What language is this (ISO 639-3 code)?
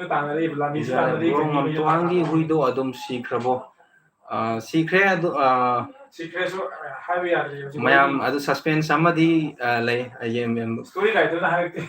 mni